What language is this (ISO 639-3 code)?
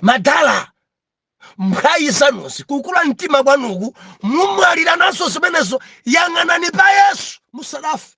nya